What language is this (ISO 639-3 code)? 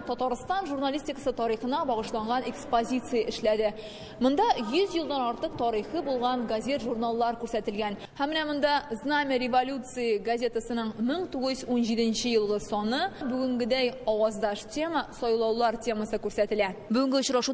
tat